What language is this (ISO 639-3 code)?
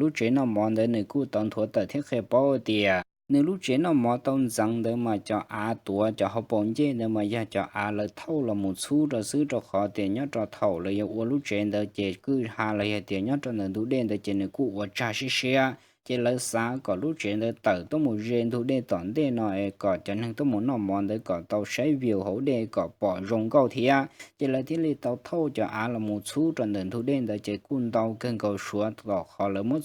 hmn